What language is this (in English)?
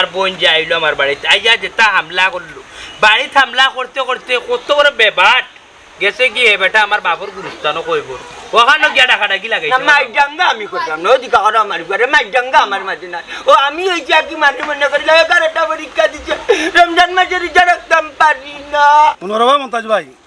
Sylheti